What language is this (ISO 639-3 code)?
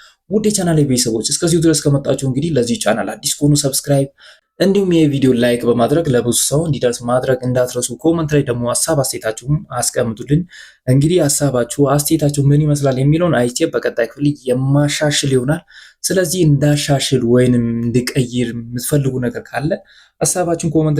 amh